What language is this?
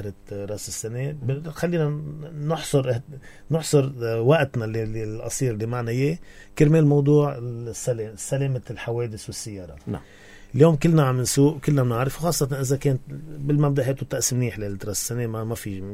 North Levantine Arabic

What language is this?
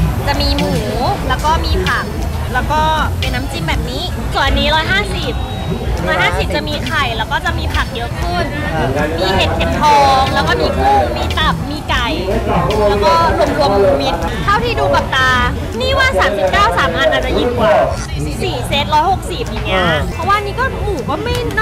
Thai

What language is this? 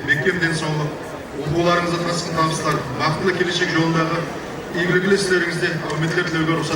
Kara-Kalpak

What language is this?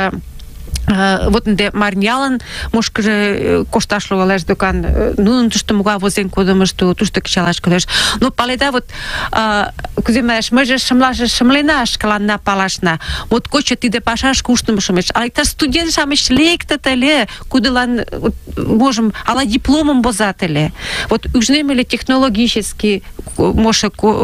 Mari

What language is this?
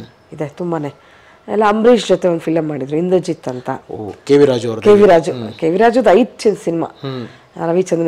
Kannada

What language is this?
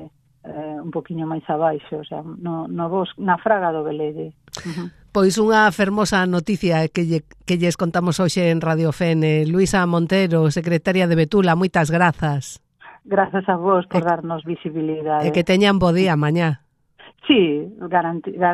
Galician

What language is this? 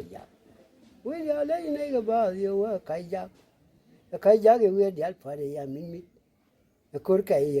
Nuer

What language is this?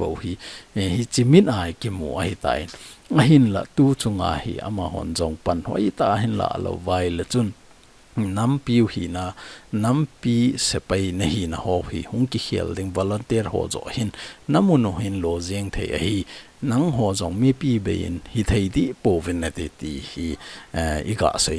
Thado Chin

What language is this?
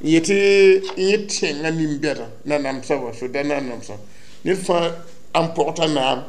Mossi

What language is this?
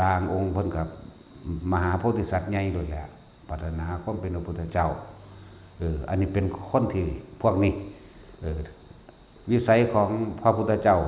Northeastern Thai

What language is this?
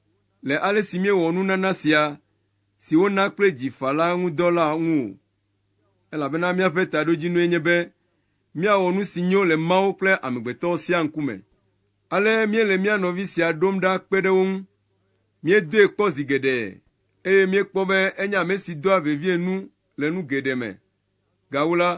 Ewe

